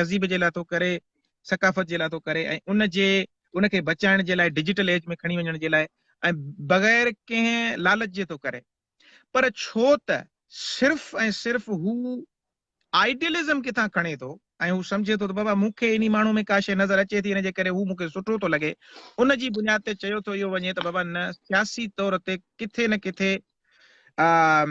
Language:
Sindhi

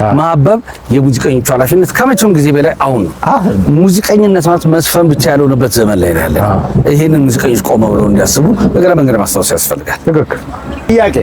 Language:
Amharic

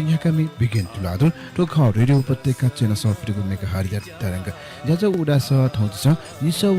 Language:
Newari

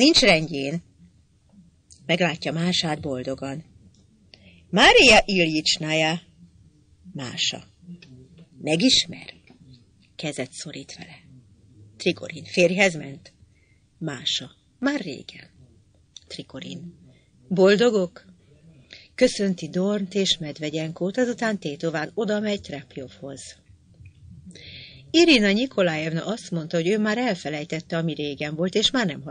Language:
Hungarian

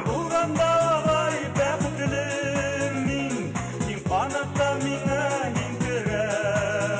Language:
Bashkir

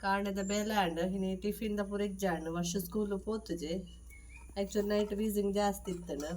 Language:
Tulu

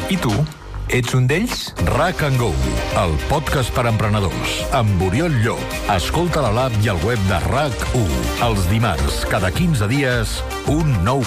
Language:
Catalan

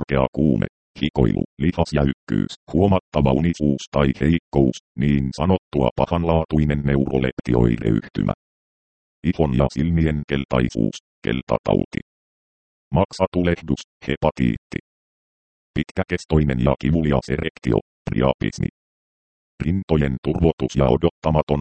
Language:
Finnish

